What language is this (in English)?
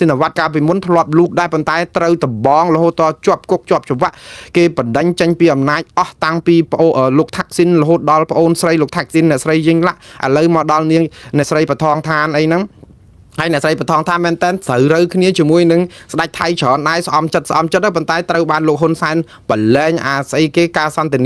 Khmer